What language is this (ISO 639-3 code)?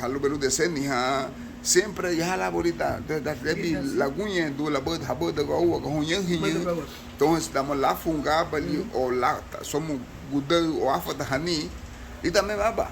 cab